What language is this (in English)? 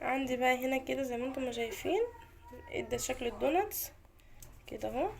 Egyptian Arabic